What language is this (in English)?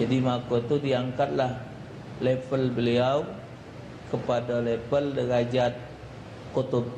Musi